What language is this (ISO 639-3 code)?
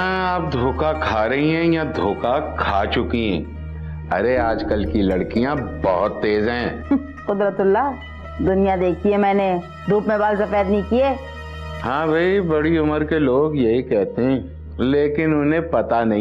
hin